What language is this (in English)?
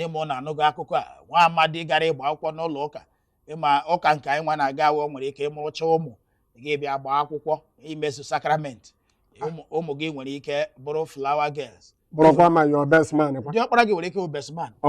Igbo